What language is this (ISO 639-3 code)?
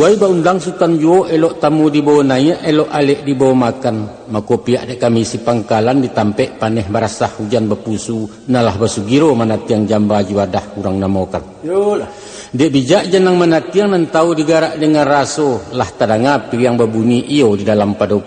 min